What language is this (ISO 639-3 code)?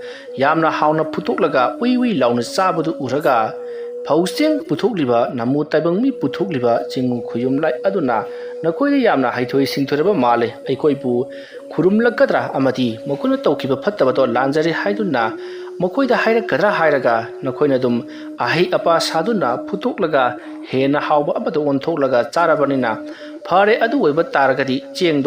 mni